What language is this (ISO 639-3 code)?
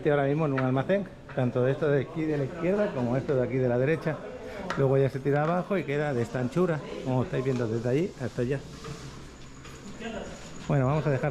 spa